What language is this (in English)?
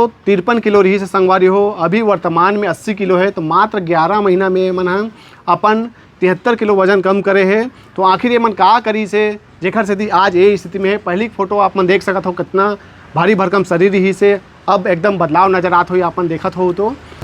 Chhattisgarhi